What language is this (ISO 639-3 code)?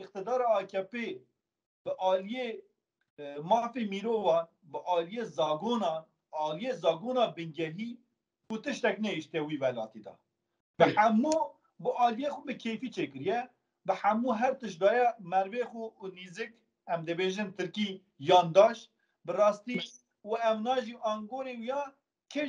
kur